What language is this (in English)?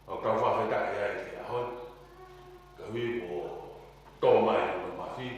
Tongan